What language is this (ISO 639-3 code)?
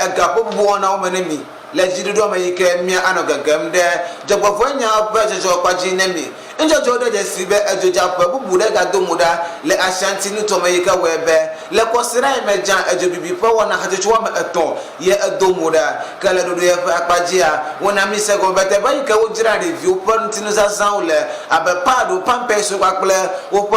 ewe